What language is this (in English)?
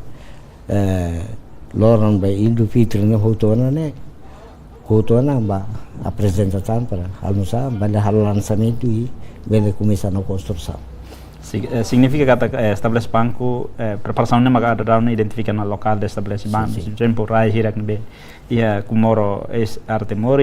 Tetum